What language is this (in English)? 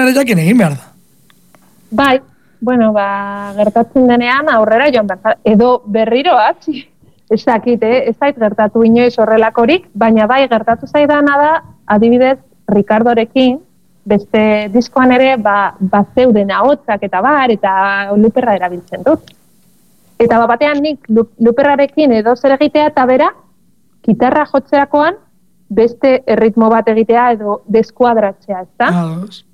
Basque